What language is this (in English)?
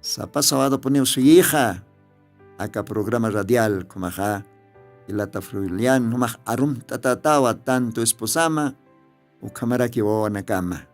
Aymara